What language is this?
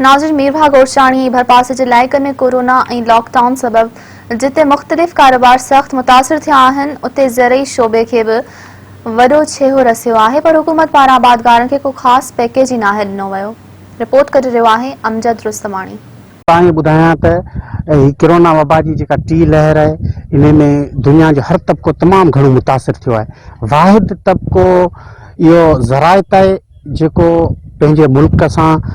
Sindhi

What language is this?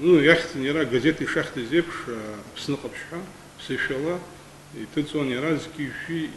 Abkhazian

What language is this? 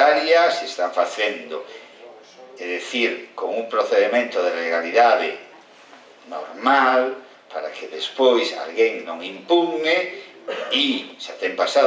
Galician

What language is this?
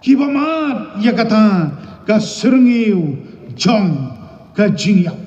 Khasi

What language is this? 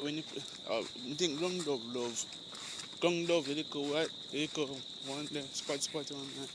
Jamaican Creole English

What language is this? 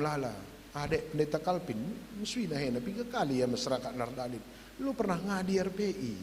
Batak Karo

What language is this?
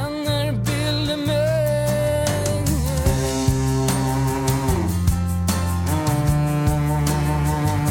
Swedish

